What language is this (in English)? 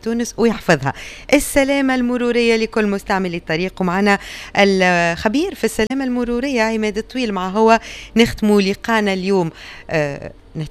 Tunisian Arabic